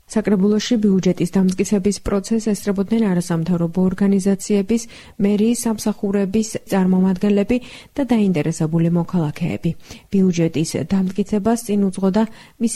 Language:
Georgian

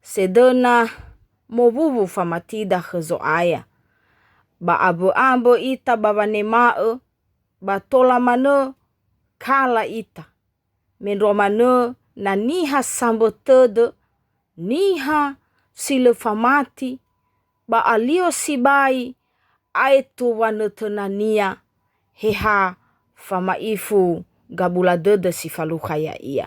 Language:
Nias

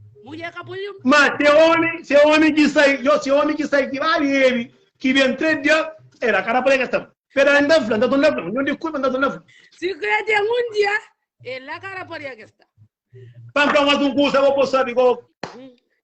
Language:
Kabuverdianu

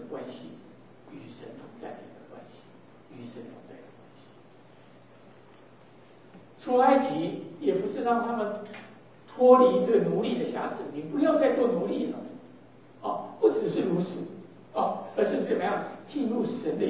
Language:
Chinese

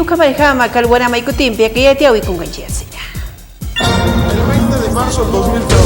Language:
Aymara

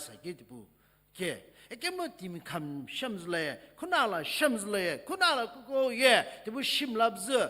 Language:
Sumi Naga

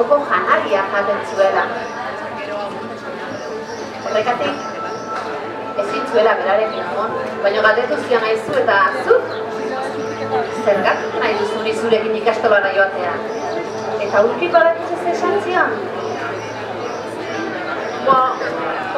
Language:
Basque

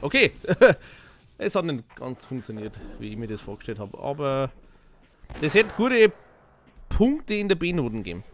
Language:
Bavarian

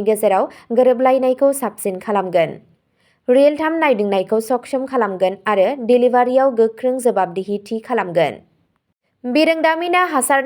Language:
Bodo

